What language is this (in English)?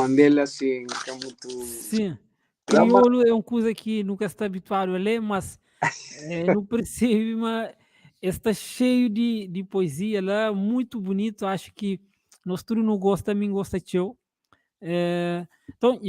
Kabuverdianu